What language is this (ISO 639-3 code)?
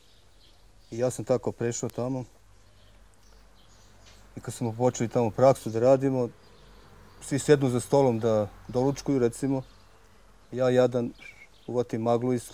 srp